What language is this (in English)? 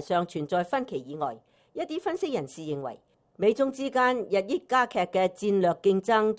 Cantonese